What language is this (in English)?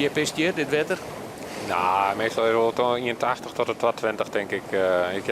Western Frisian